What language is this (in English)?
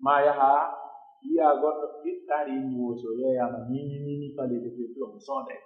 Pular